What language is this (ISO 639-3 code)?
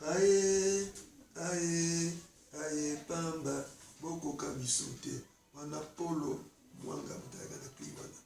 lin